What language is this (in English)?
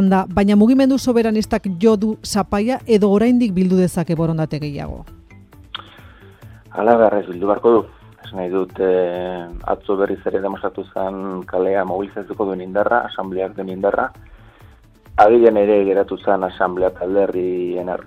Basque